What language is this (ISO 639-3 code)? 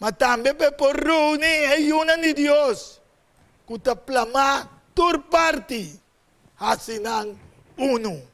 pap